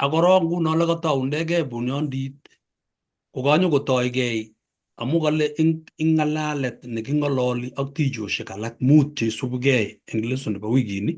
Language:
Kalenjin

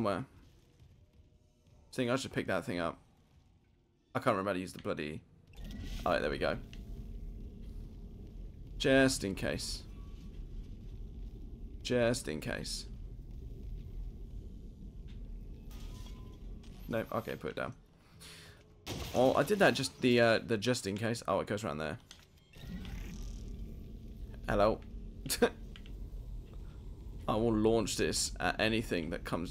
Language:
English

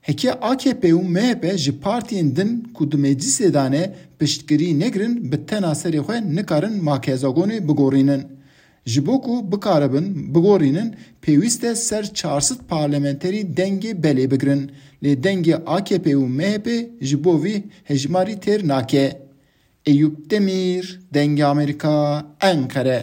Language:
Kurdish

